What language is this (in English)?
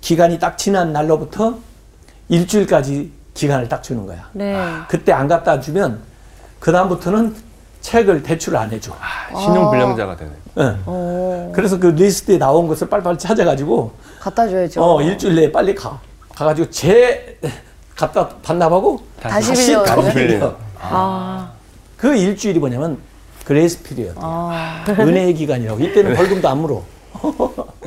Korean